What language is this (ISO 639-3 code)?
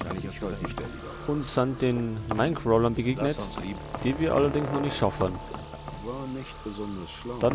bar